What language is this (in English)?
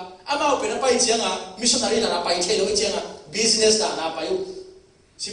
Tedim Chin